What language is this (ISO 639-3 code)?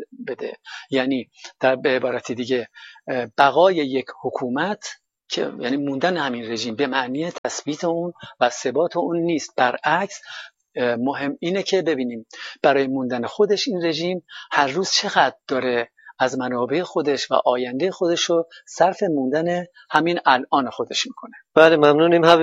fas